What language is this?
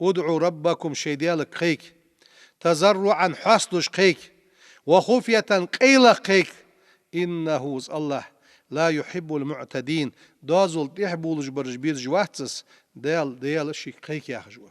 Ingush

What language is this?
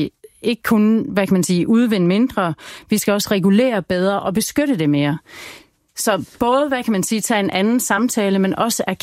Danish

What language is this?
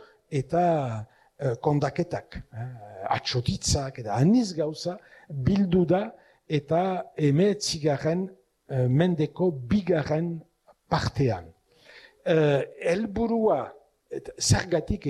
Basque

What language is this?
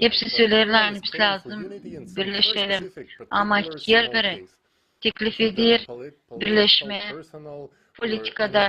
Gagauz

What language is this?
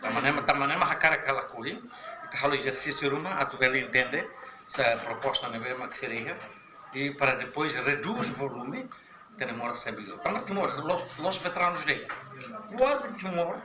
Tetum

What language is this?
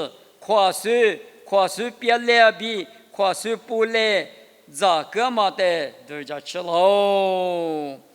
Lisu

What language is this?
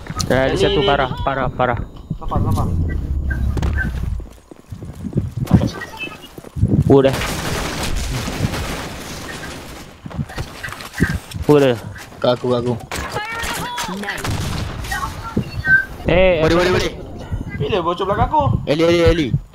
Malay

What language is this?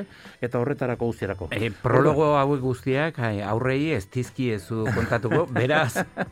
Basque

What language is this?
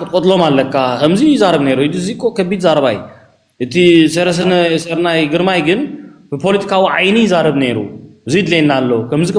Tigrinya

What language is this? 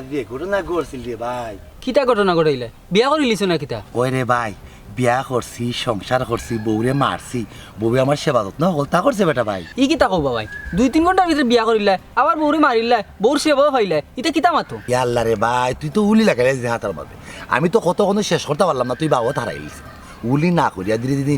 Sylheti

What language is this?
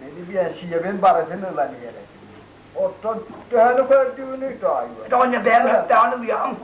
Yakut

